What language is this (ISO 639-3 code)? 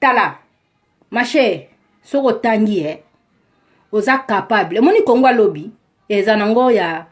lin